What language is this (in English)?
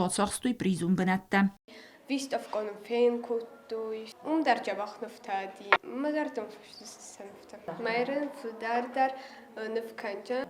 Ossetic